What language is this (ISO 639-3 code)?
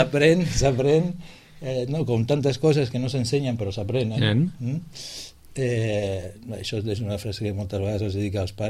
cat